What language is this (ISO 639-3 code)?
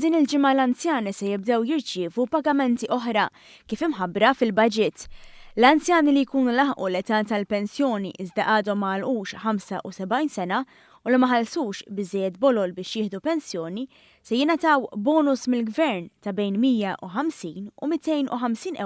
mlt